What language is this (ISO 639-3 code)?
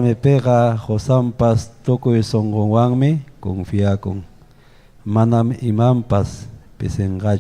quy